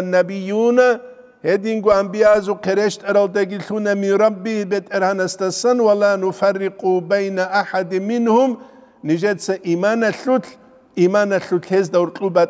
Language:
Avaric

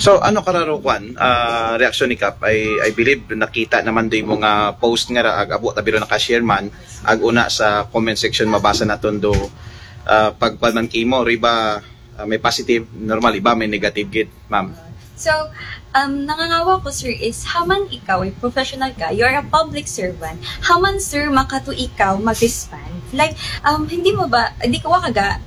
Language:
Aklanon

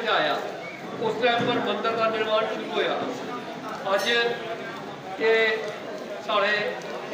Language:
Dogri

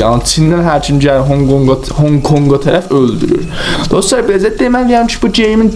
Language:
South Azerbaijani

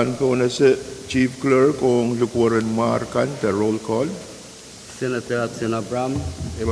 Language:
Pohnpeian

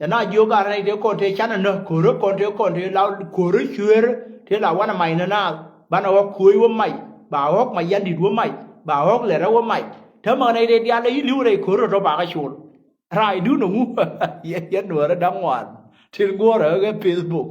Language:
Nuer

